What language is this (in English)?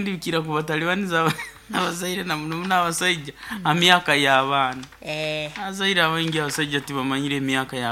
Nyankole